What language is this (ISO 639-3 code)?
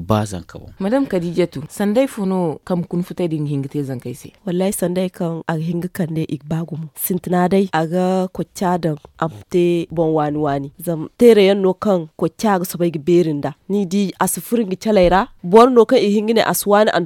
dje